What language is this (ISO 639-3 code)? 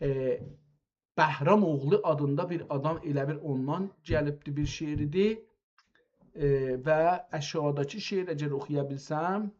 azb